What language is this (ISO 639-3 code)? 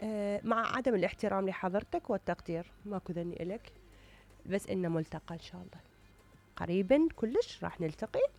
acm